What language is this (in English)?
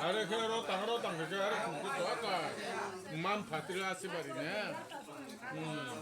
Riang (India)